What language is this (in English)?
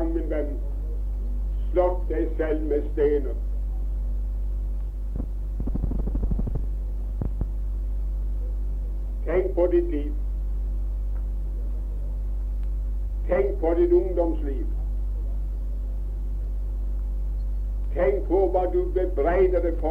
Norwegian